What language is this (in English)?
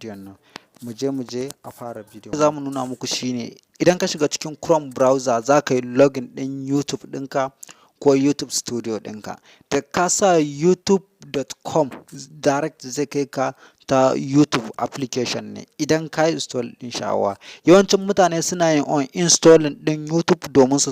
Hausa